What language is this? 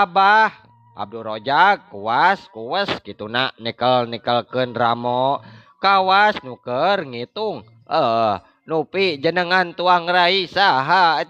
Sundanese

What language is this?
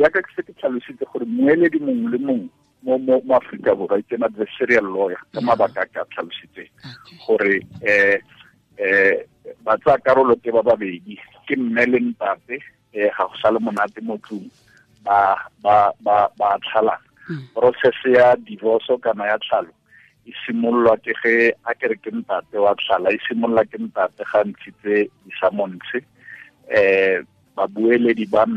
Tswana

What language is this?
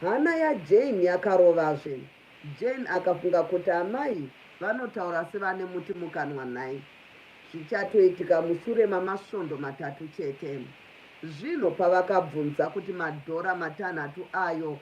Shona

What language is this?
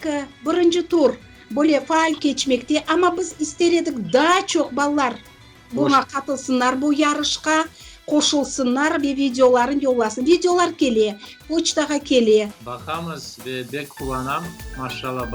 Crimean Tatar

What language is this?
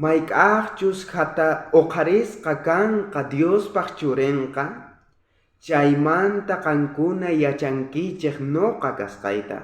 South Bolivian Quechua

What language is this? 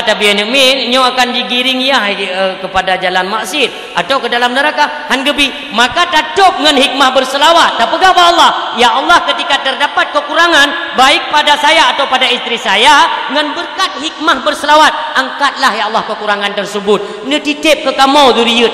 Achinese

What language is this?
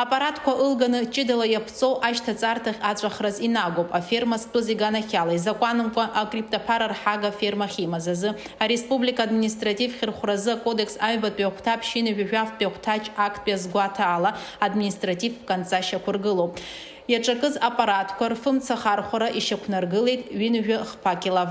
Abkhazian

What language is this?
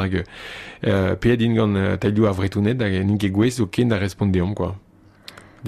Breton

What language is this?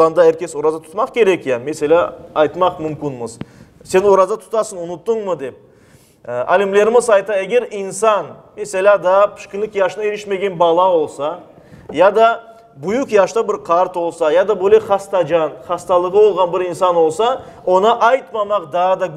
Crimean Tatar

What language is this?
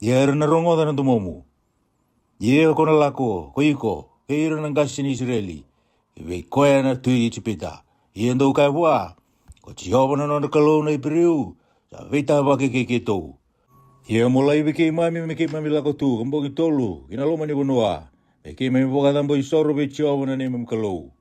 Fijian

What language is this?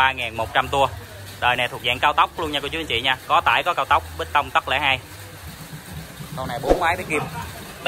Vietnamese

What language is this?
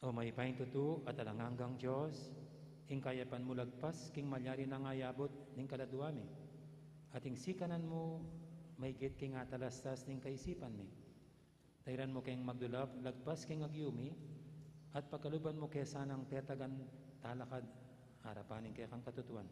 Pampanga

